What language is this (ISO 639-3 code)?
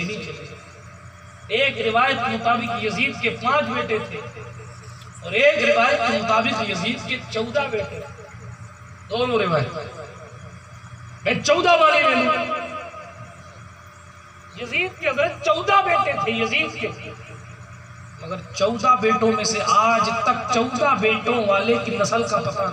urd